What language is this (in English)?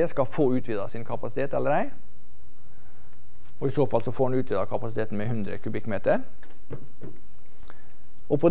Norwegian